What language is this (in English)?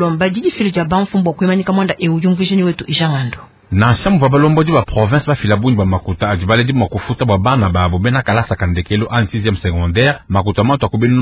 Luba-Lulua